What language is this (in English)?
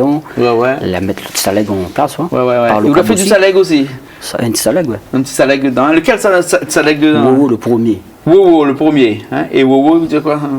Réunion Creole French